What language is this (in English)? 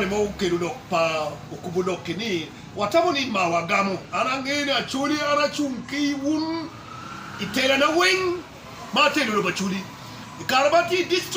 Acoli